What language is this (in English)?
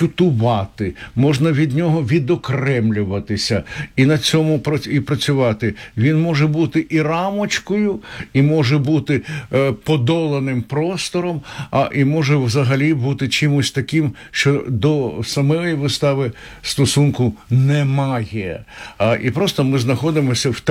Ukrainian